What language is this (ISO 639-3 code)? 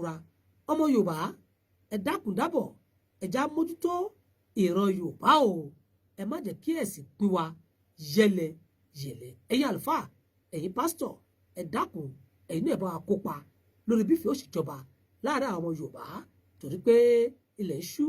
yor